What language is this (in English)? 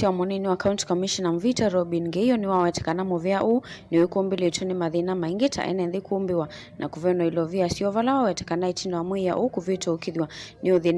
Kamba